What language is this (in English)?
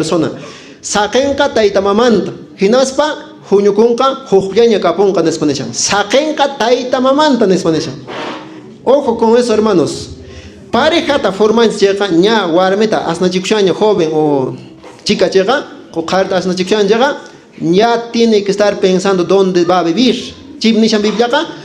Quechua